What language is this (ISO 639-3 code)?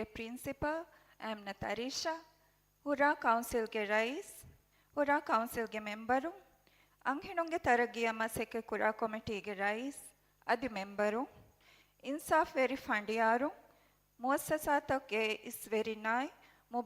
div